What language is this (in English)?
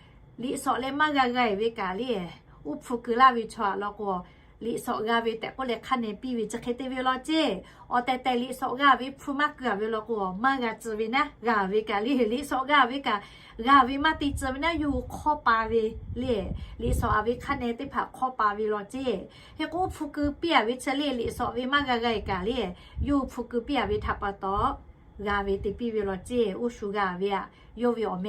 Lahu